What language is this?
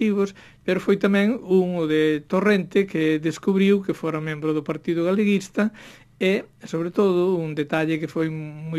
Galician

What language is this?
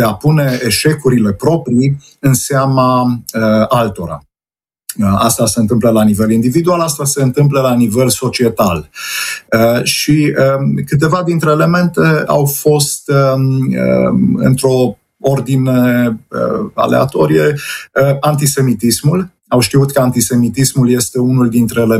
Romanian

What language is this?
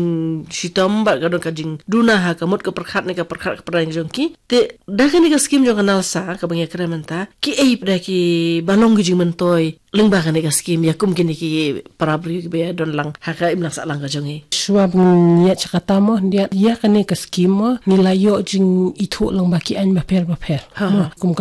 Khasi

